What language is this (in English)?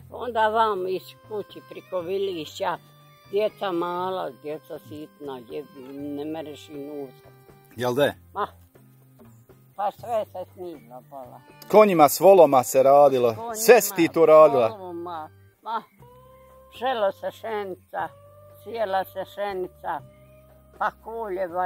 Bosnian